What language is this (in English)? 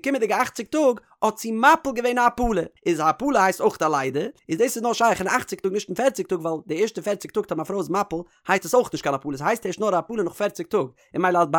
Yiddish